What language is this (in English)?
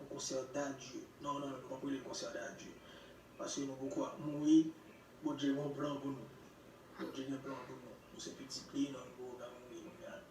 Haitian Creole